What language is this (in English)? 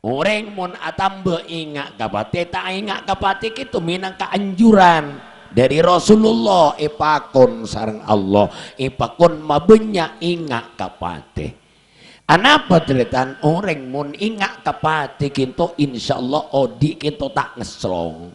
Madurese